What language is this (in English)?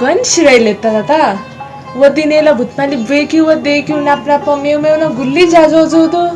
Newari